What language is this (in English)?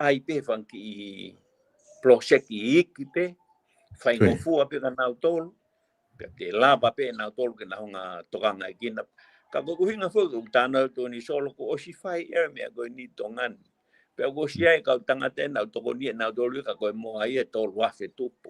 Tongan